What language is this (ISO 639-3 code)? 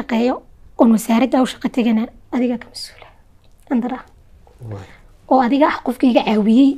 som